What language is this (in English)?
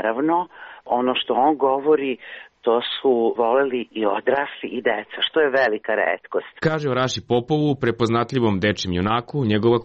Serbian